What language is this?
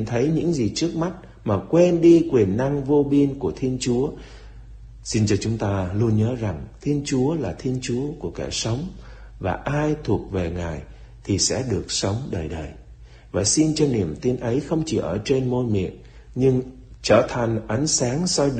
Vietnamese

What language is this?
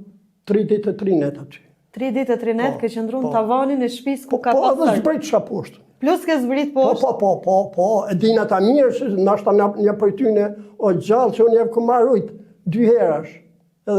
Albanian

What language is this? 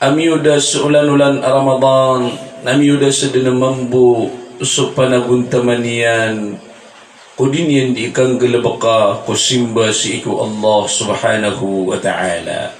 Maranao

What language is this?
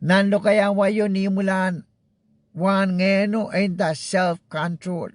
Pohnpeian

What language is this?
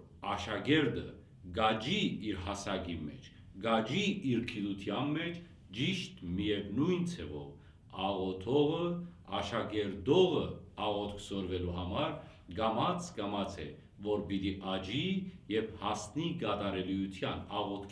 Western Armenian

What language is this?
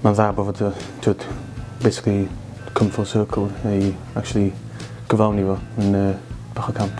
Welsh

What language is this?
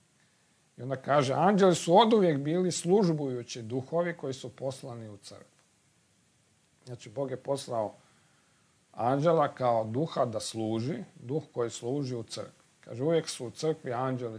Croatian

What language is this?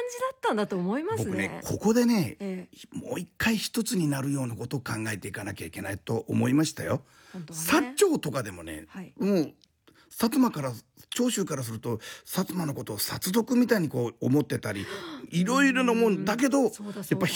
Japanese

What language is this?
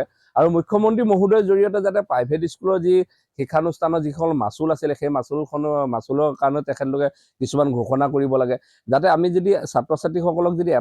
Assamese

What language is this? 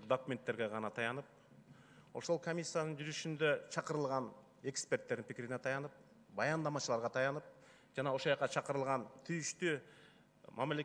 Kyrgyz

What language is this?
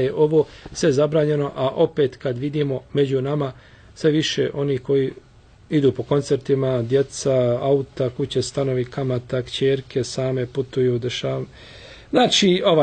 Bosnian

